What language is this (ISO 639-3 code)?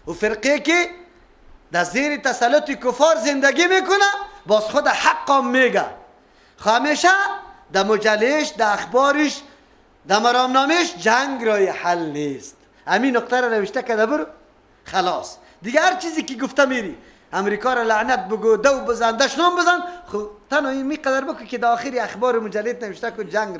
fas